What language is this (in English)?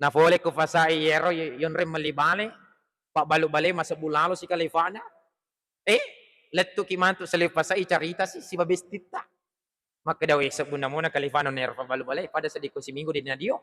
Buginese